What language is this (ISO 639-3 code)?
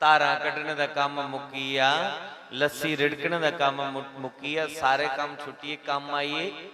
doi